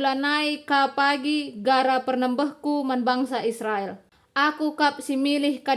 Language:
Batak Karo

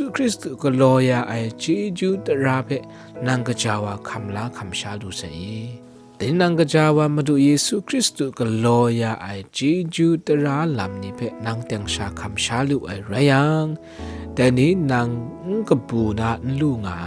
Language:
Kachin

